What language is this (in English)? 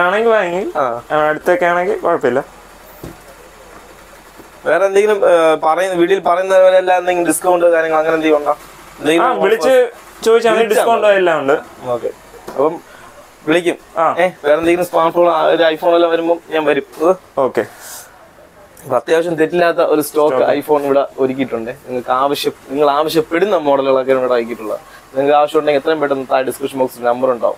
Malayalam